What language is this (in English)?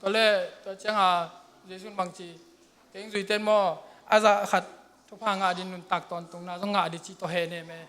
Tedim Chin